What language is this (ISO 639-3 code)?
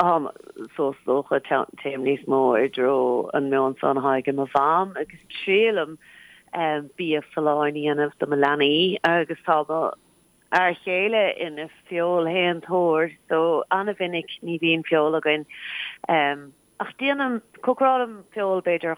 gle